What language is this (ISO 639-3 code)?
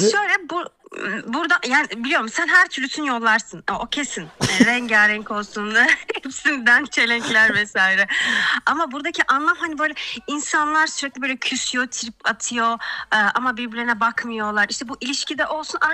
tur